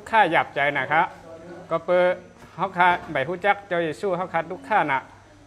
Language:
Shan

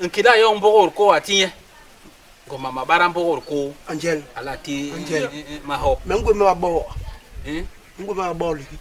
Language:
Basaa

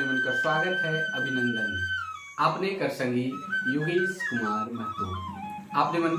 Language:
Sadri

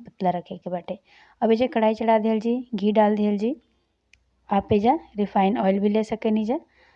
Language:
Bhojpuri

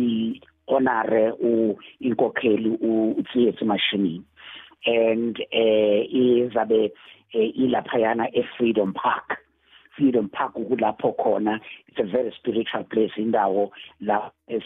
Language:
South Ndebele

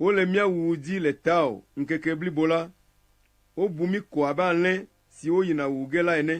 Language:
Ewe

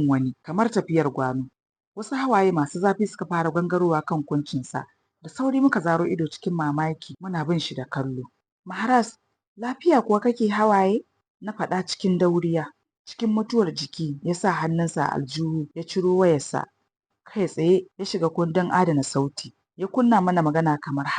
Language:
Hausa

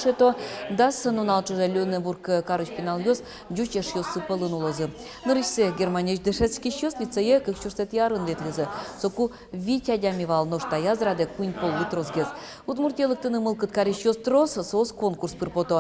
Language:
Udmurt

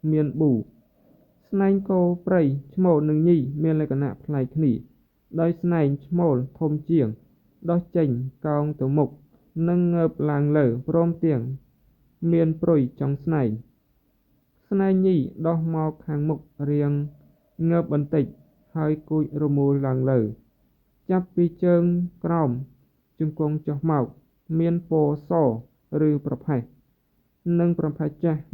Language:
Khmer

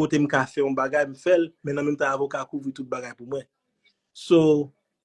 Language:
Haitian Creole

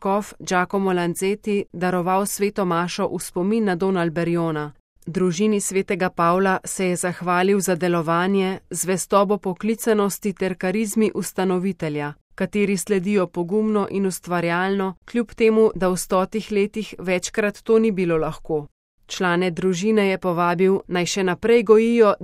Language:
Slovenian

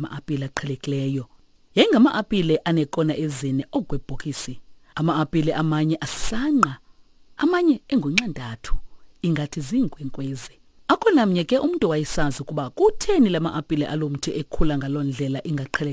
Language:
Xhosa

